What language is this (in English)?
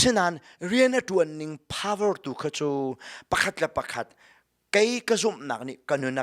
Hakha Chin